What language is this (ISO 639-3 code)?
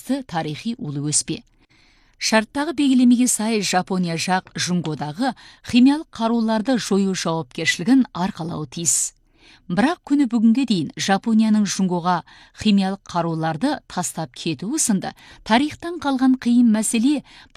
kaz